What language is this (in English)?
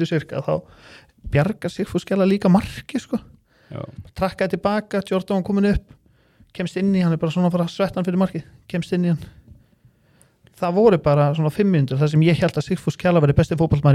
Icelandic